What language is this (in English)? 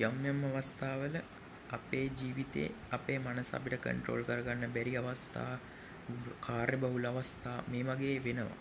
Sinhala